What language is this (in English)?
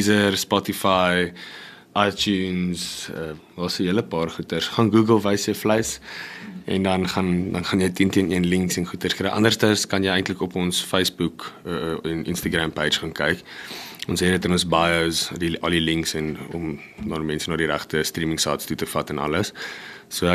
Afrikaans